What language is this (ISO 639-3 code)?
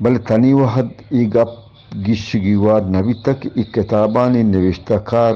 bgp